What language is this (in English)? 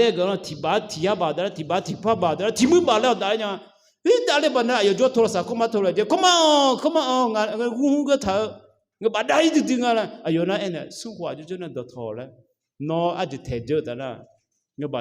Akha